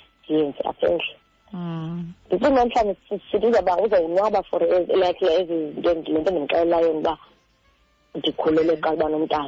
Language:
Xhosa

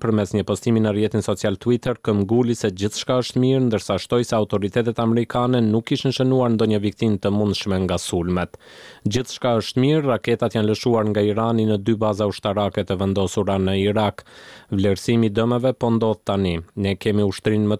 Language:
Albanian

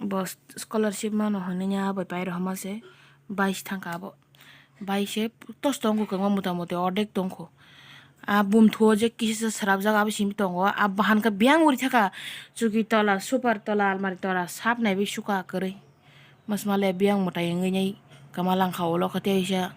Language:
Kok Borok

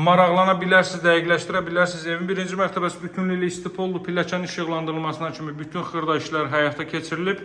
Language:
Azerbaijani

